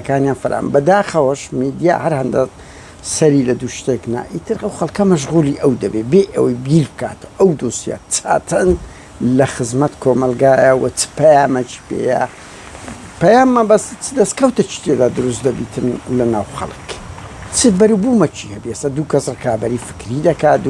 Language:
Central Kurdish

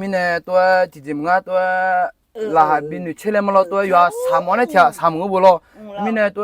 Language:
Akha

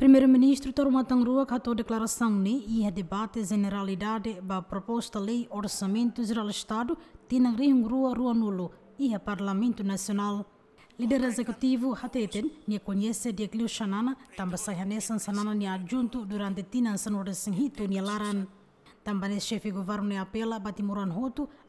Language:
Tetum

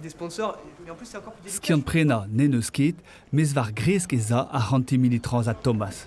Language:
Breton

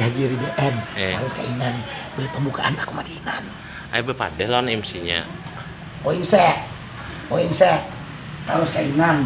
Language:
Banjar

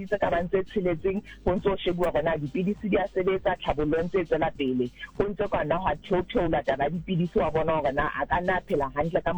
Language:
Southern Sotho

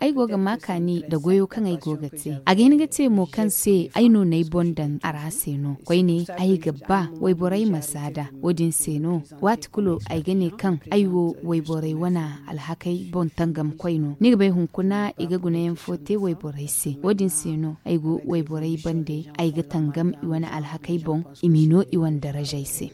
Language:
Zarma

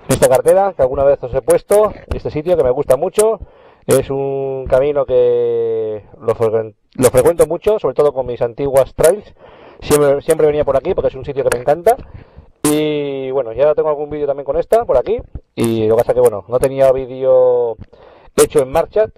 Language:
Spanish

